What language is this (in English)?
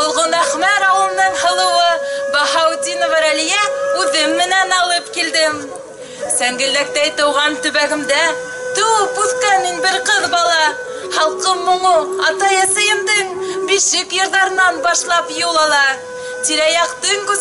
Bashkir